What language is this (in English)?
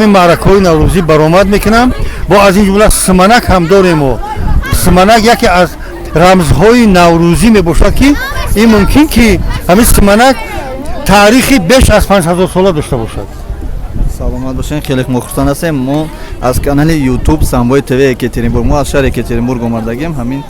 Tajik